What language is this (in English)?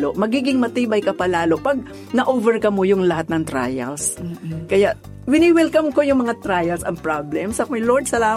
Filipino